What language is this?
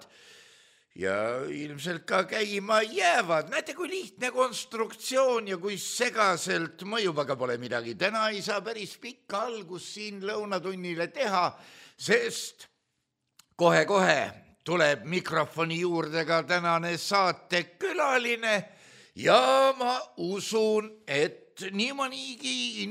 Estonian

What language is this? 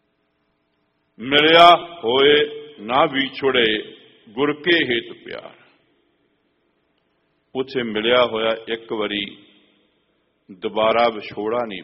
Punjabi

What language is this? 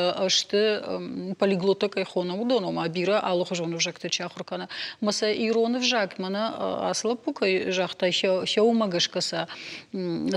Ossetic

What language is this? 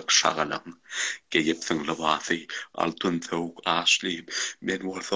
Turkmen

